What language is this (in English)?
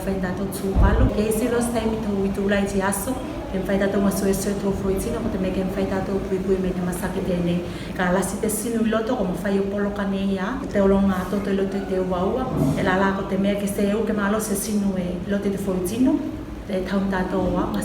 Tuvalu